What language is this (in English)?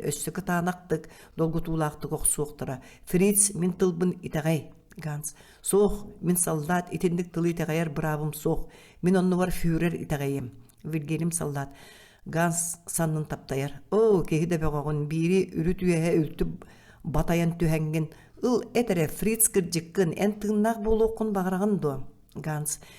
Yakut